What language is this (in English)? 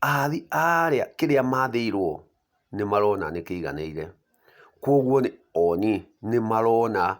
Kikuyu